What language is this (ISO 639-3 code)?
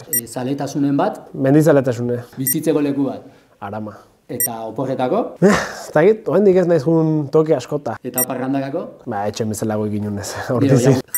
eus